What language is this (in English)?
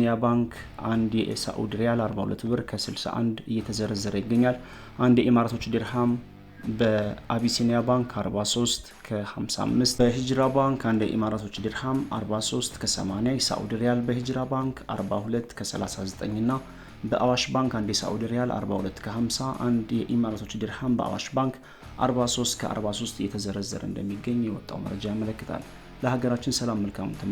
Amharic